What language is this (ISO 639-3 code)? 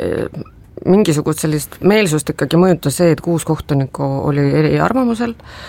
est